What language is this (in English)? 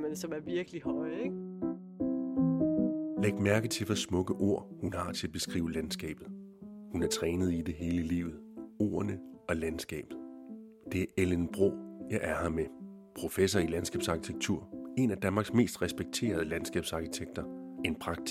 Danish